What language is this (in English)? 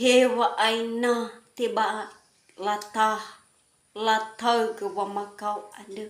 Nias